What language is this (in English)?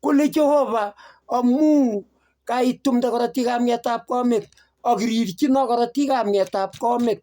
Kalenjin